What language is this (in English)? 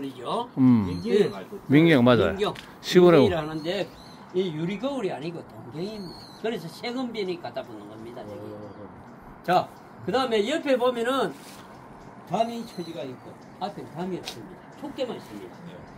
Korean